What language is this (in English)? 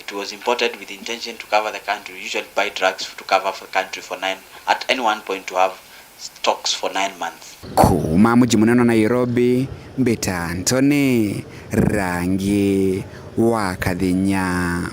Meru